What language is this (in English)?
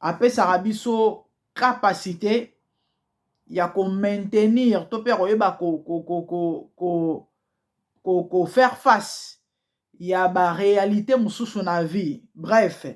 Lingala